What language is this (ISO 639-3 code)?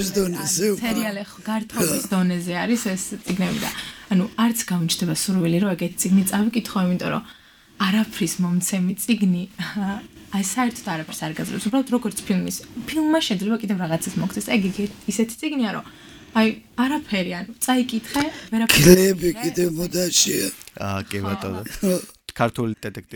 kat